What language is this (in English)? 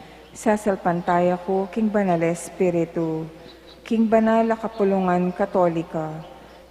Pampanga